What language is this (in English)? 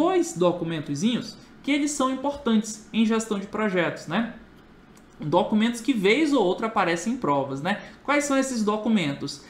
Portuguese